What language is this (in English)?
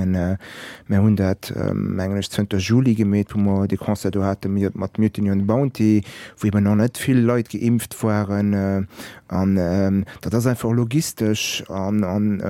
Luxembourgish